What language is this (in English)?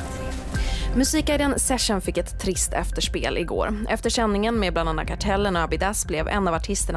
Swedish